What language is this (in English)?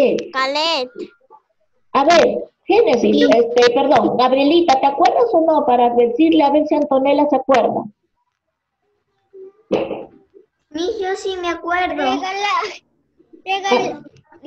Spanish